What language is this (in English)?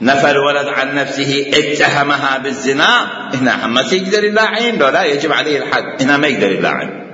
Mesopotamian Arabic